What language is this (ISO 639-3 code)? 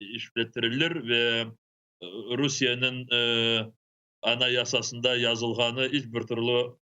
crh